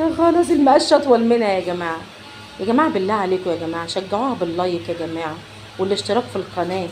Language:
Egyptian Arabic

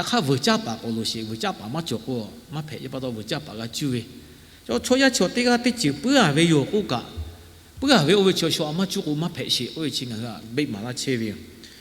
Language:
Lahu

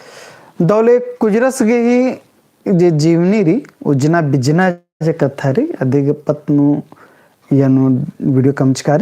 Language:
Kurukh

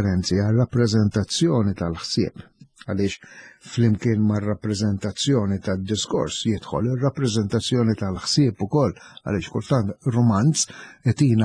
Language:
Maltese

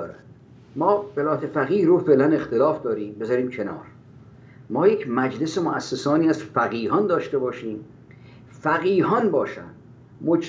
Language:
Persian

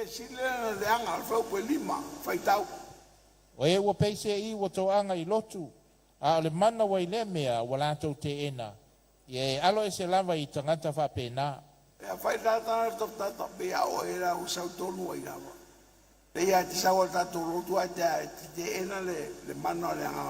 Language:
Samoan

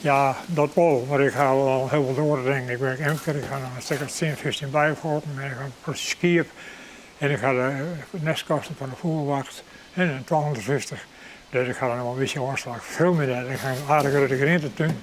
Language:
Western Frisian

